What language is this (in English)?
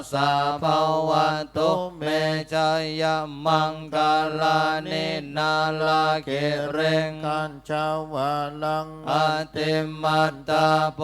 Pali